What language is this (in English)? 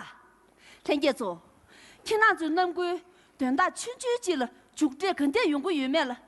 Tibetan